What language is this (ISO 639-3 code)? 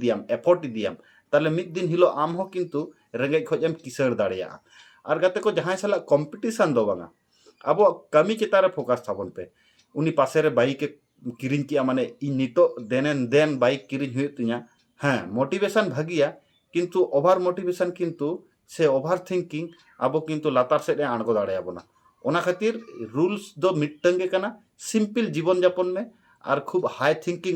sat